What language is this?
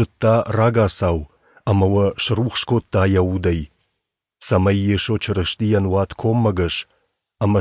Ossetic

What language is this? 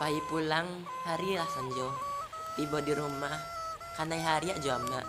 Minangkabau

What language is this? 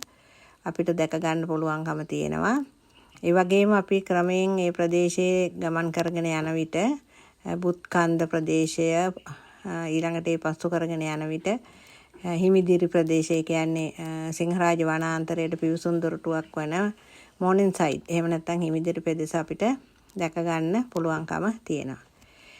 Sinhala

